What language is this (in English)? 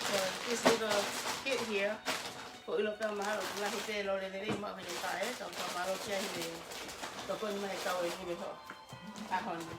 Tongan